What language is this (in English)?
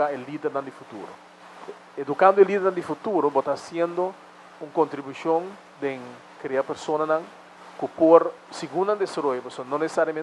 Papiamento